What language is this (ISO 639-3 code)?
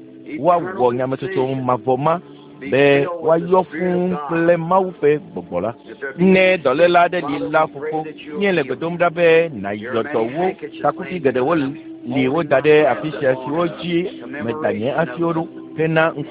ewe